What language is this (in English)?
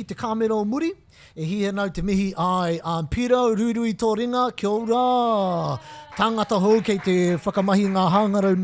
Māori